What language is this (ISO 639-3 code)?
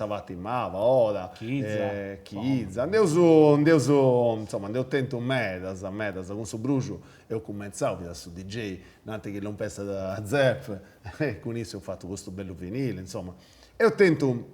srd